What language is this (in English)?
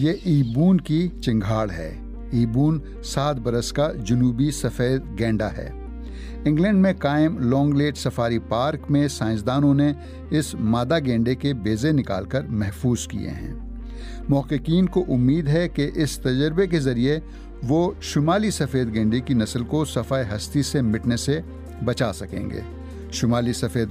Urdu